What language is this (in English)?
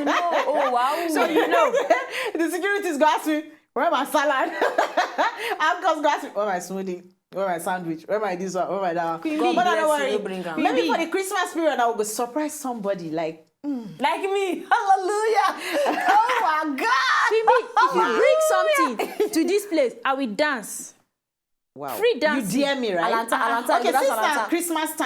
Nigerian Pidgin